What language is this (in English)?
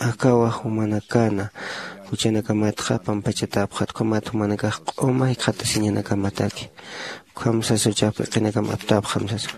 Aymara